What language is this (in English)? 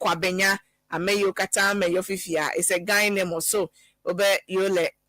Ewe